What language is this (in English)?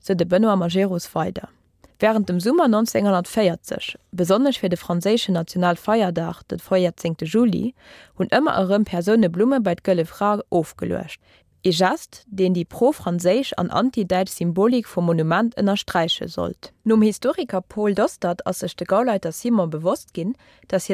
Luxembourgish